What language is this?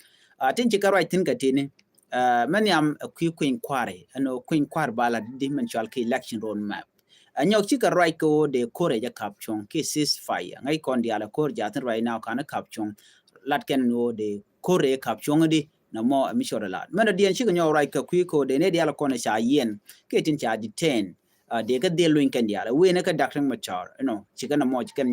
Nuer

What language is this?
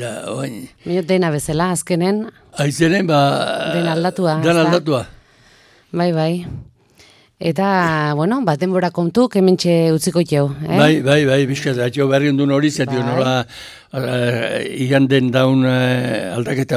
Basque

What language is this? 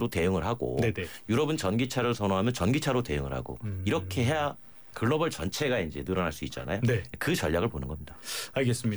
Korean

